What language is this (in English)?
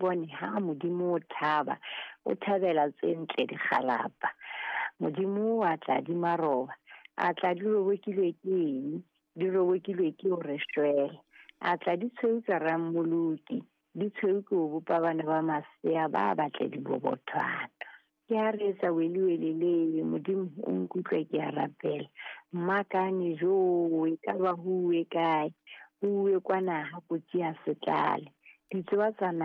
Southern Sotho